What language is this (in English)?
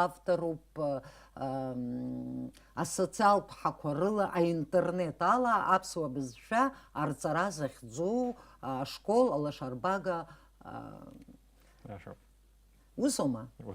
Abkhazian